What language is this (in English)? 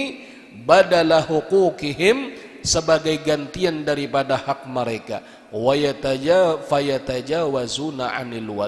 Banjar